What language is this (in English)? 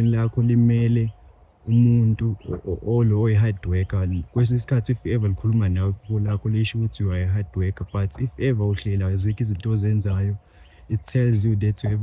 Zulu